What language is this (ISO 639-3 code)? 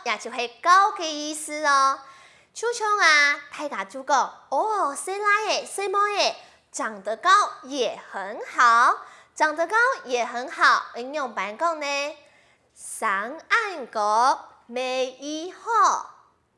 hak